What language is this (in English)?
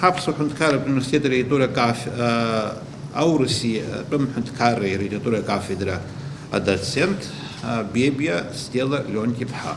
Abkhazian